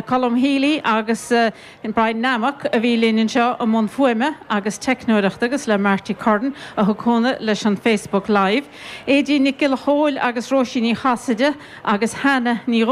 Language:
Irish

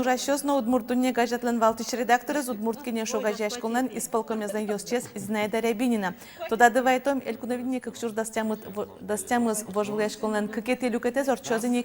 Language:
Udmurt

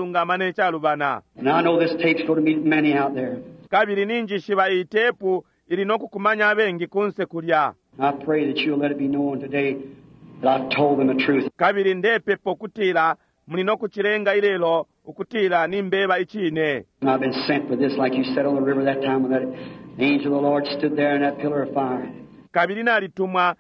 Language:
Bemba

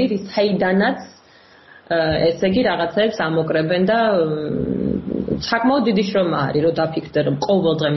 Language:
Georgian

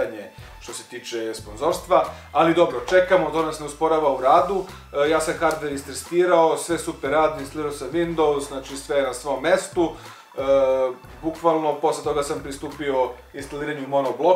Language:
Serbian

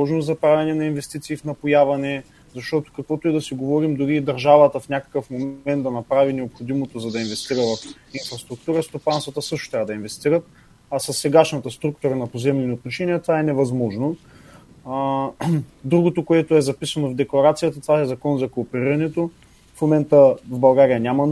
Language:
Bulgarian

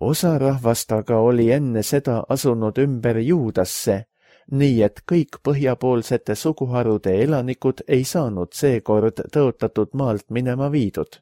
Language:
Estonian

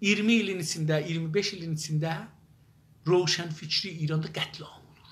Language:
South Azerbaijani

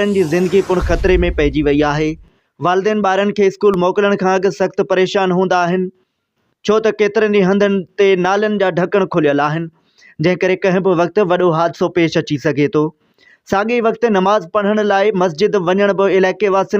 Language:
Sindhi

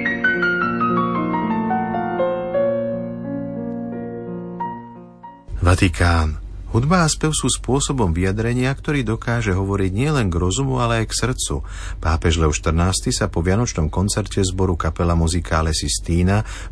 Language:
Slovak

